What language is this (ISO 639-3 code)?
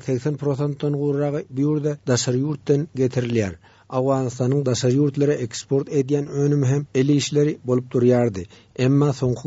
tuk